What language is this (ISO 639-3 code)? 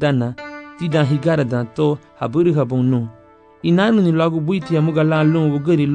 cab